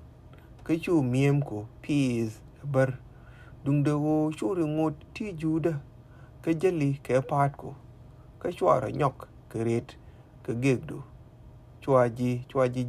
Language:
Nuer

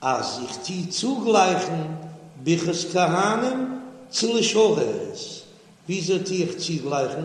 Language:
Yiddish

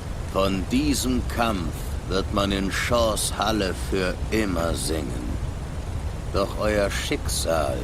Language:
Swiss German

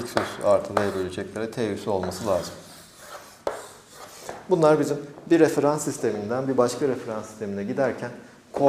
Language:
Turkish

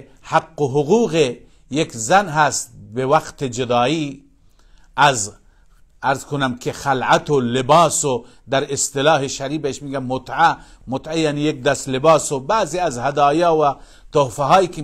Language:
Persian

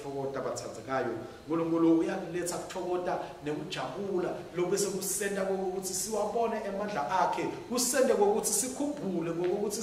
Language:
Swati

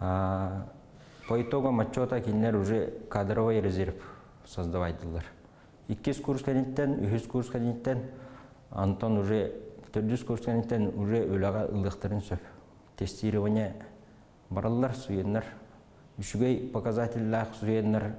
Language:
Yakut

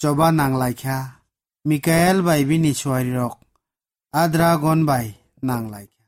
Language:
Kok Borok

